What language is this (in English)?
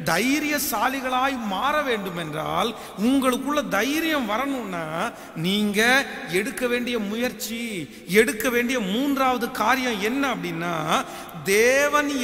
Tamil